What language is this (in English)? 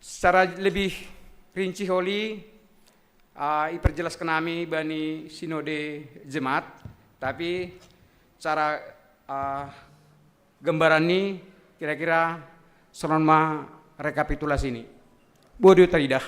Batak Simalungun